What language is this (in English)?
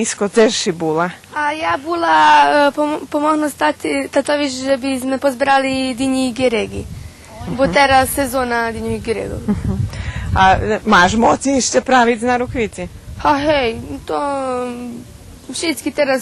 Rusyn